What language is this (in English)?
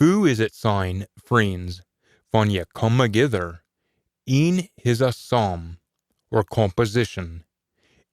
Scots